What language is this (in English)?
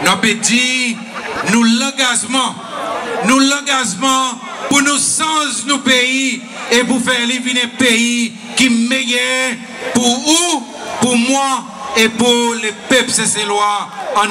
Seselwa Creole French